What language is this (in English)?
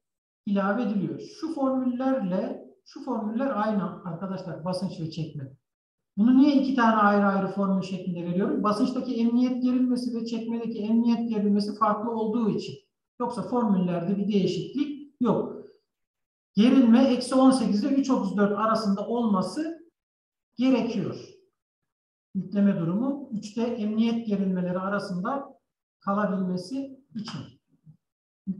Turkish